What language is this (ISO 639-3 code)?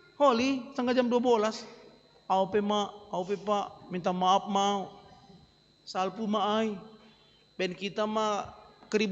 bts